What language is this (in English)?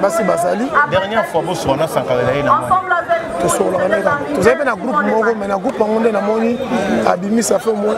Lingala